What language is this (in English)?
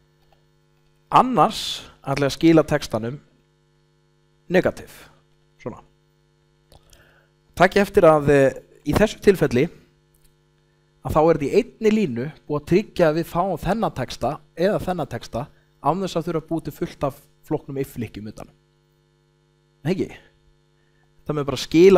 Icelandic